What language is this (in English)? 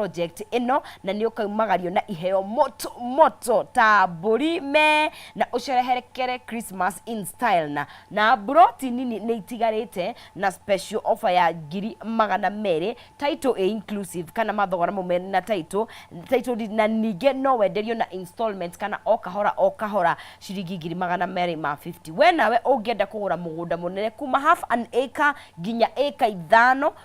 Kikuyu